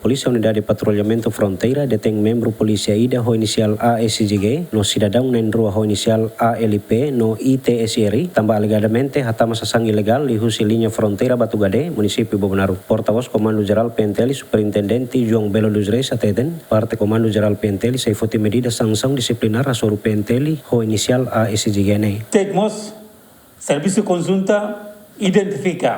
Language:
Tetum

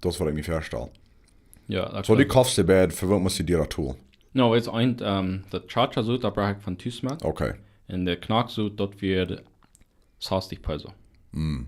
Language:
Plautdietsch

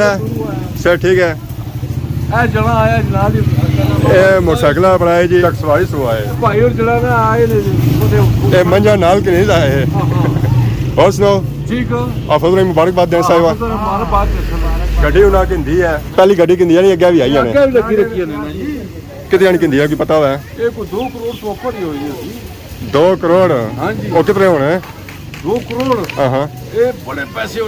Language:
Pahari-Potwari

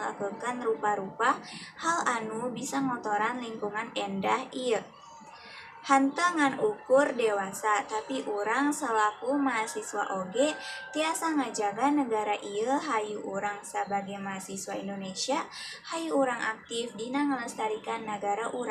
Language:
Sundanese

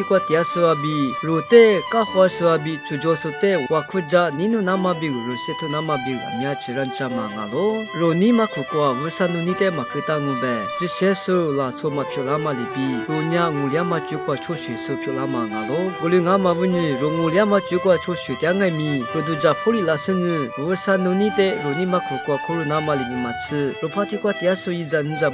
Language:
Lisu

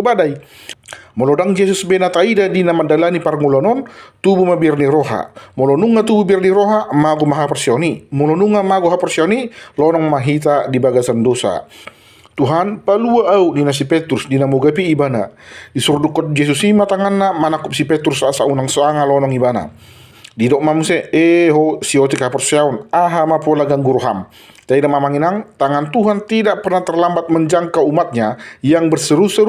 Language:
Batak Toba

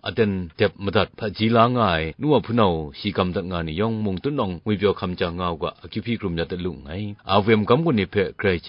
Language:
Kachin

